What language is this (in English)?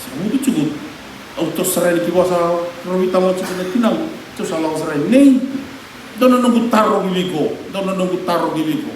Fijian